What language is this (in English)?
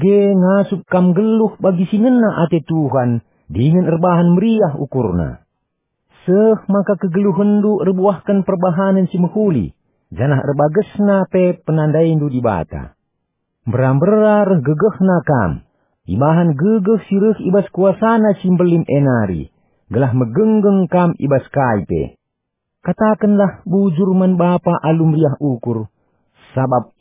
Batak Karo